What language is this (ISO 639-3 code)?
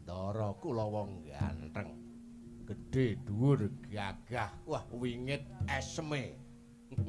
jav